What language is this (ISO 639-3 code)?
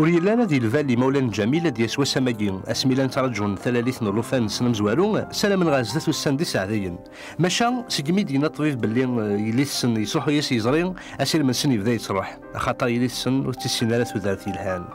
kab